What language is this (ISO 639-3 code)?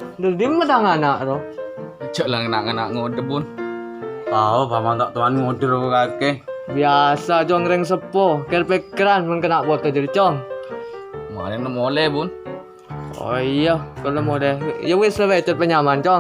mad